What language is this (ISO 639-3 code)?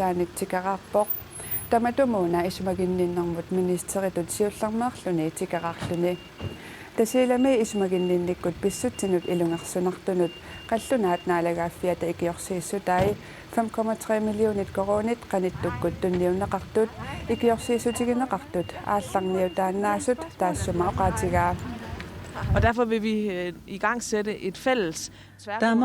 kal